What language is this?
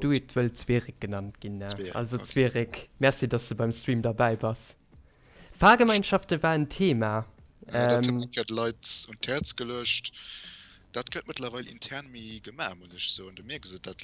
Luxembourgish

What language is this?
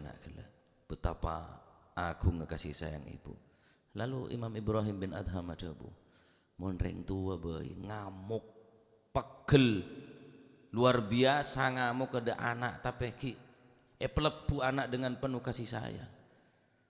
Madurese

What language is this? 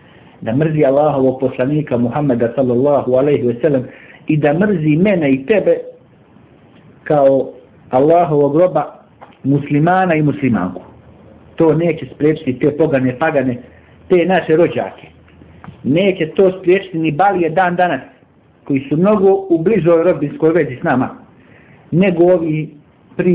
Bosnian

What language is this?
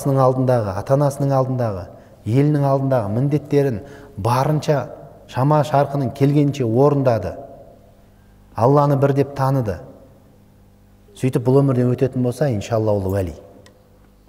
Kazakh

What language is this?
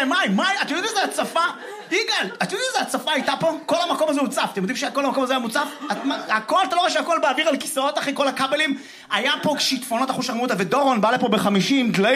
Hebrew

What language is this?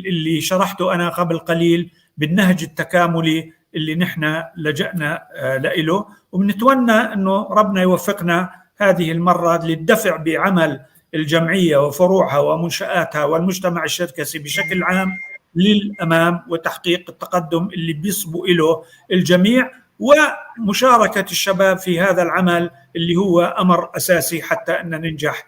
North Levantine Arabic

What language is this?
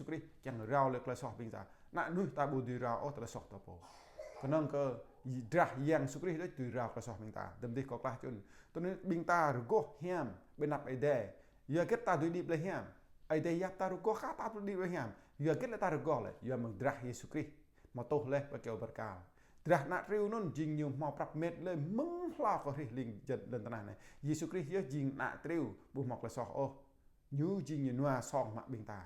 Jarai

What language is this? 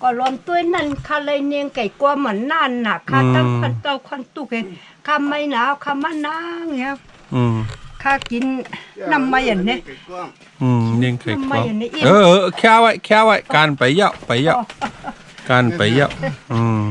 Shan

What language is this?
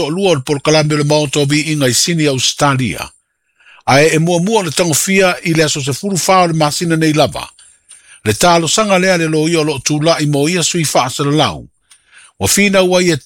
Samoan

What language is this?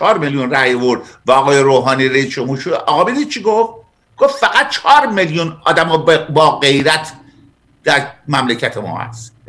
Persian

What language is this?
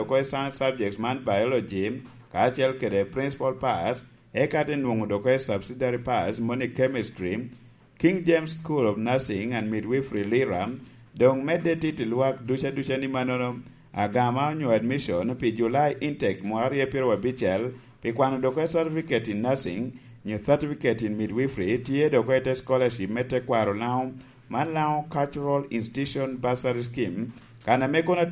Lango (Uganda)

